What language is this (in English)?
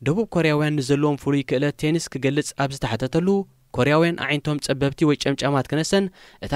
Tigrinya